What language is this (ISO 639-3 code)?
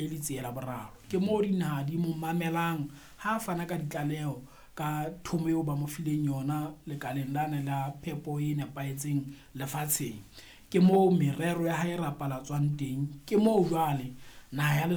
sot